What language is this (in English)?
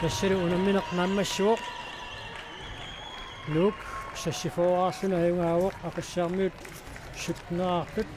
Kalaallisut